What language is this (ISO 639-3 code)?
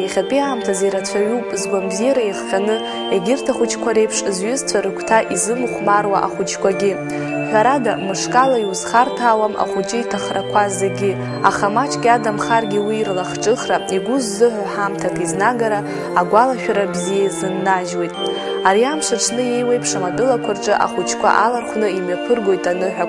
abk